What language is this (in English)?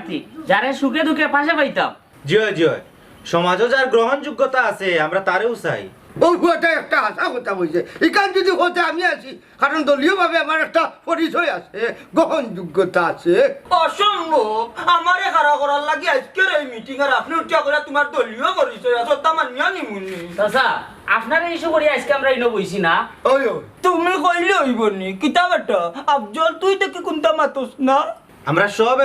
Sylheti